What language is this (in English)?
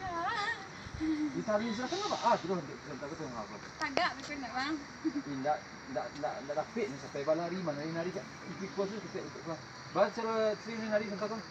Minangkabau